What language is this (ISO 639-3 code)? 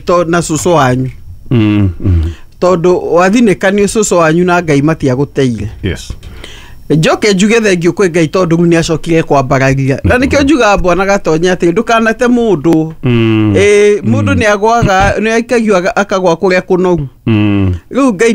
kik